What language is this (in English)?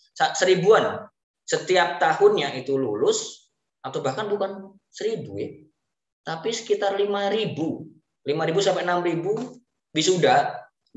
Indonesian